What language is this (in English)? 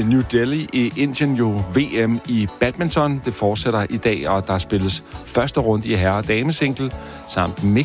Danish